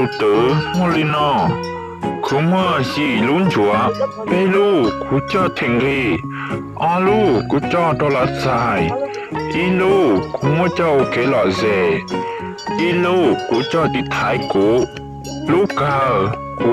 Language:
Hmong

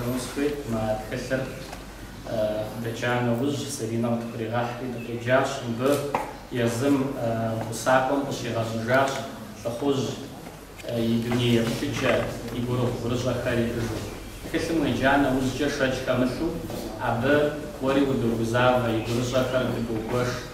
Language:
Kabardian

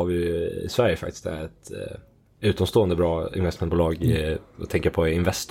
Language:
Swedish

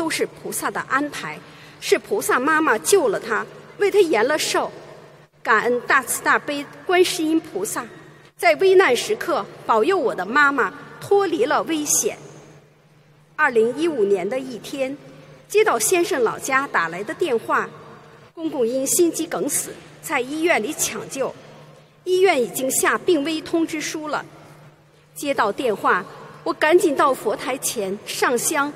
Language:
Chinese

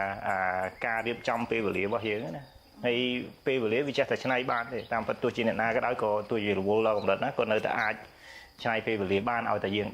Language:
Khmer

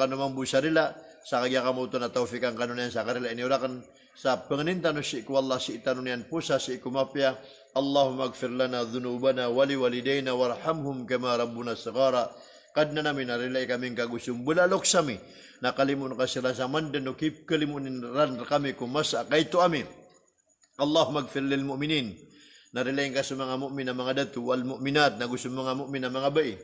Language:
Maranao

